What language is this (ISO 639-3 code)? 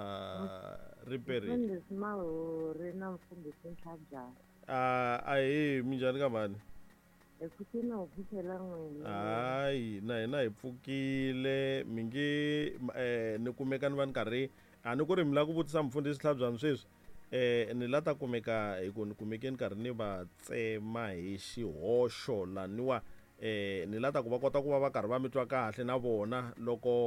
tso